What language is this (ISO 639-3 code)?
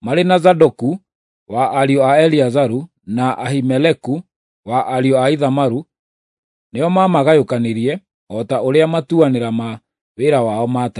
kik